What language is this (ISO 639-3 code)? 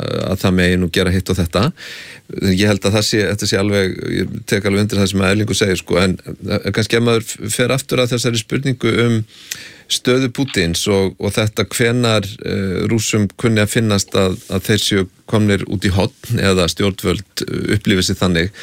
isl